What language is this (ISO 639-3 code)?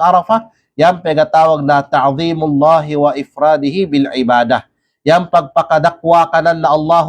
kqe